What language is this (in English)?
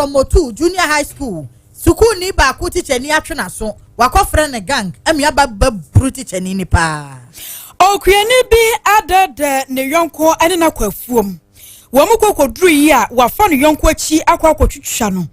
Akan